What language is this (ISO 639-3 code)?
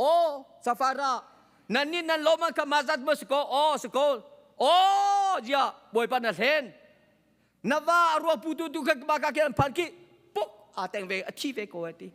cnh